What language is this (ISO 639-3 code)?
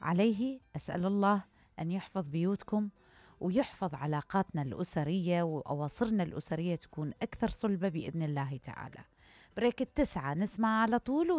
acm